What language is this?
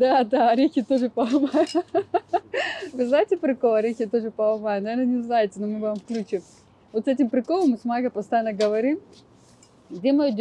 Russian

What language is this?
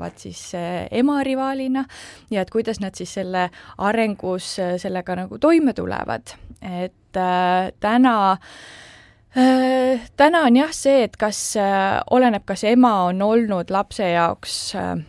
Estonian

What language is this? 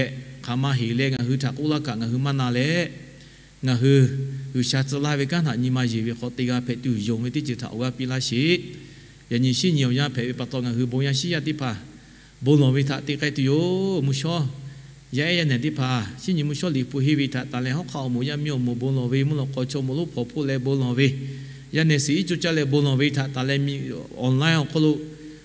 Lahu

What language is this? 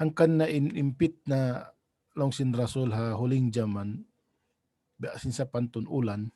Tausug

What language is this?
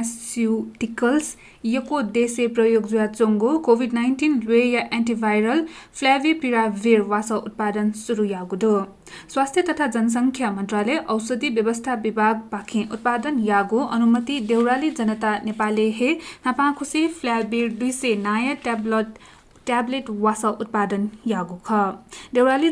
Newari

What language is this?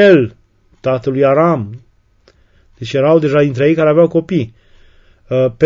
Romanian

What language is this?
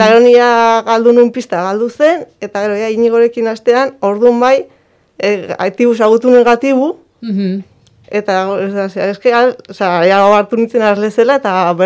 Basque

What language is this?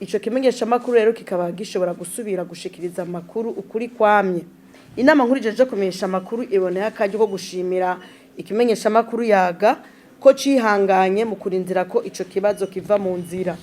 Rundi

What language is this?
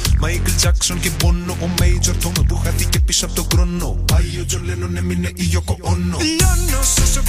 Greek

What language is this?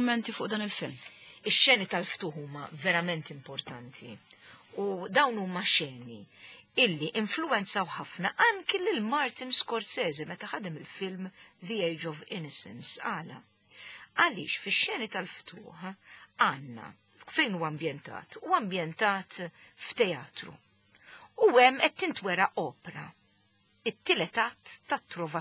Maltese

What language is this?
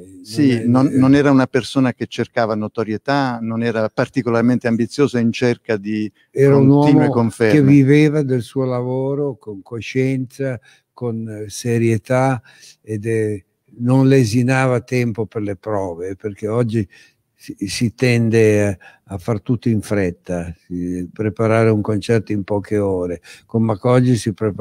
Italian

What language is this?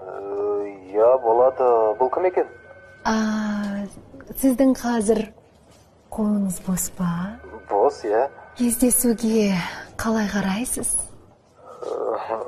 Kazakh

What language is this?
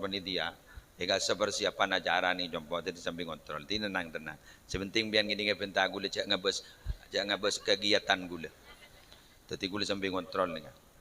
Madurese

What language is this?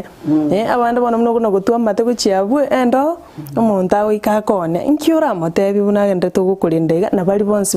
Gusii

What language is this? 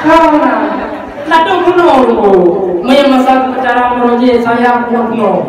Achinese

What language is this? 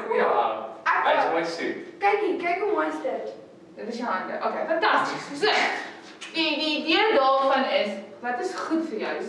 Afrikaans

